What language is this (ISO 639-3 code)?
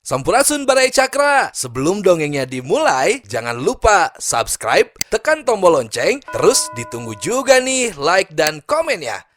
sun